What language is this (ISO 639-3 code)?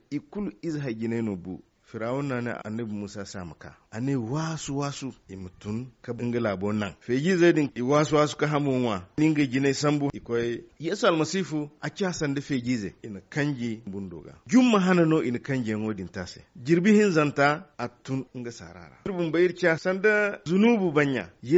dje